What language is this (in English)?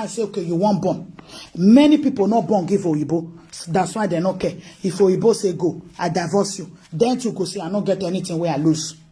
Nigerian Pidgin